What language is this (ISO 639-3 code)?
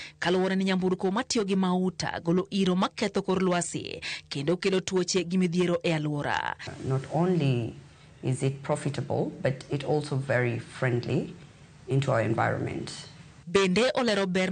luo